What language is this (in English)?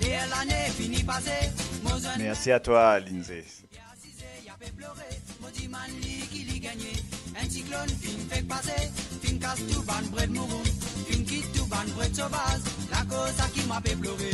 Morisyen